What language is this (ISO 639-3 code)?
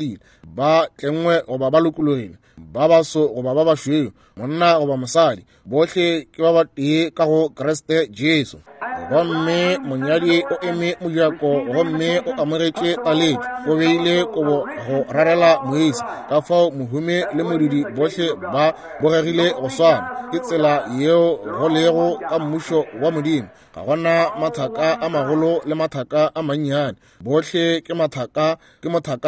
nso